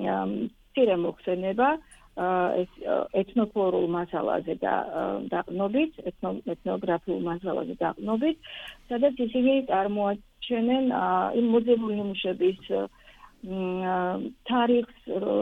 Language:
Georgian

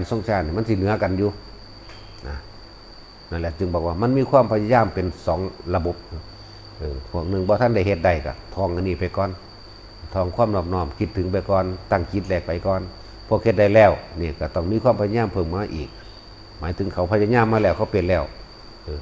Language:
Northeastern Thai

